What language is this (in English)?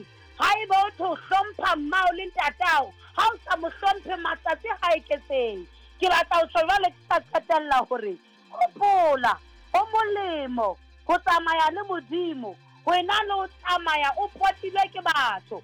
Southern Sotho